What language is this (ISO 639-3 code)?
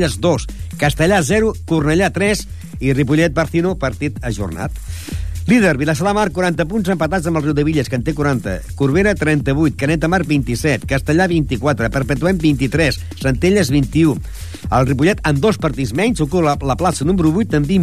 cat